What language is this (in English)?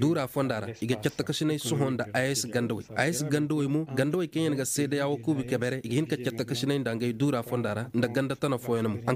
Koyraboro Senni